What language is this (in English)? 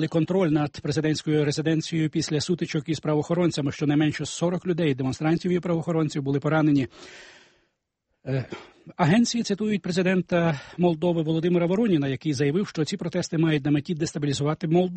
Ukrainian